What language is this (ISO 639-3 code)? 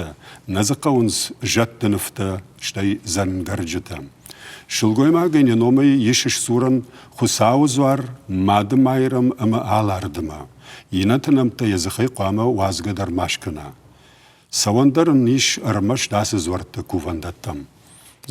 oss